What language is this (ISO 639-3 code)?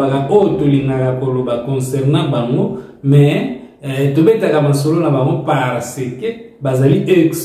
lin